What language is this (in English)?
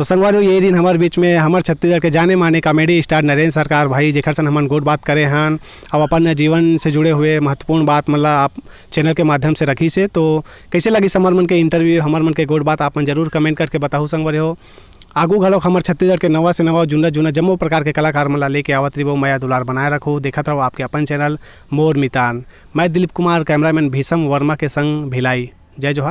Chhattisgarhi